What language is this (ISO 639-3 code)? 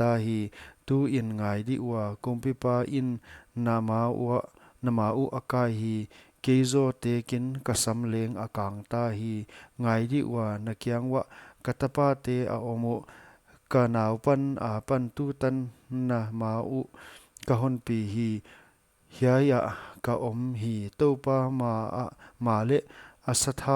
pck